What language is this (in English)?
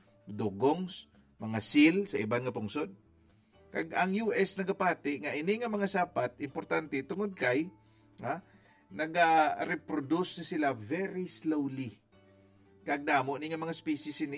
Hiligaynon